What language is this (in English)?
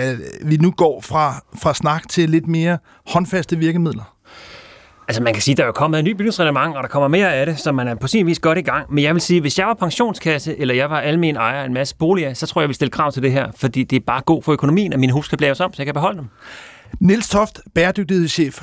Danish